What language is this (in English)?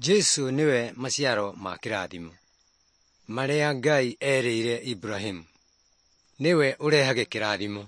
Kikuyu